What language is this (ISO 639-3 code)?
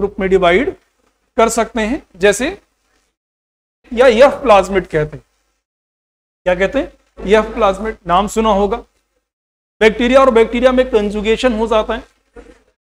hin